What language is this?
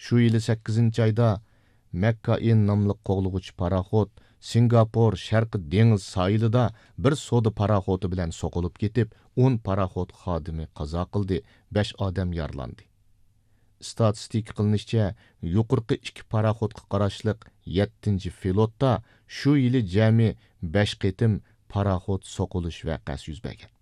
Uyghur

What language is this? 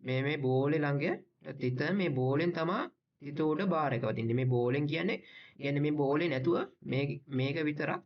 Sinhala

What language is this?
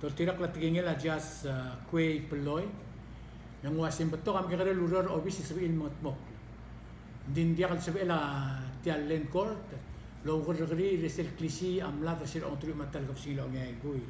Palauan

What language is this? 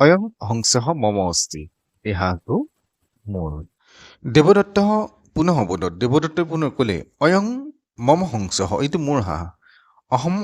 Assamese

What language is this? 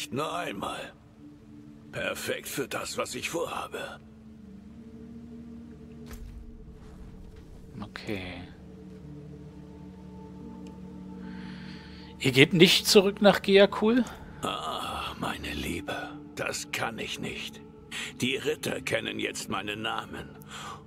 German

